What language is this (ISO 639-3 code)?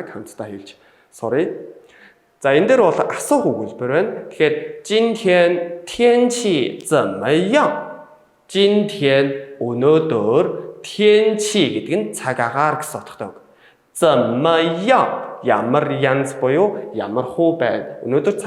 mon